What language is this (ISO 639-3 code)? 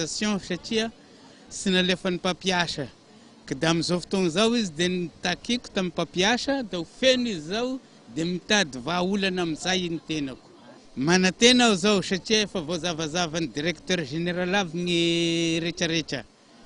mlg